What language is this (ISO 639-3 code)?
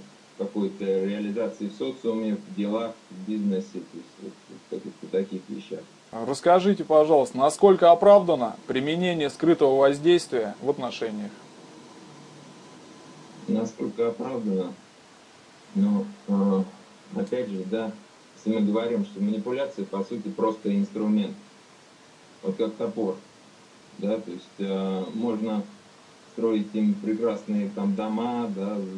rus